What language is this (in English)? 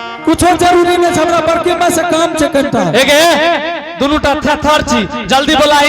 Angika